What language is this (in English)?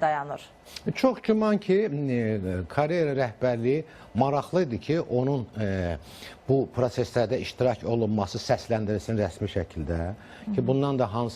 Azerbaijani